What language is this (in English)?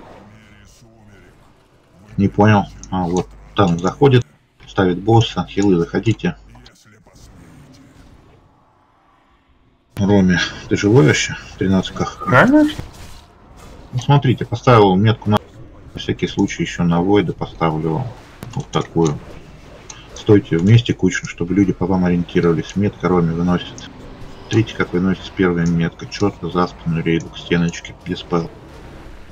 Russian